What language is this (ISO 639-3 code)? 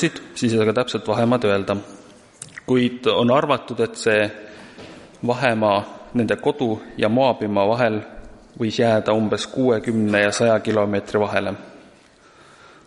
est